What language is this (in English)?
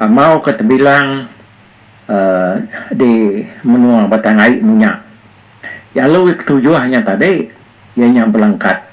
Iban